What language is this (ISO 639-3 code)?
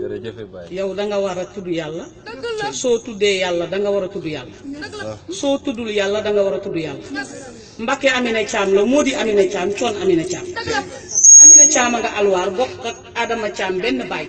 wol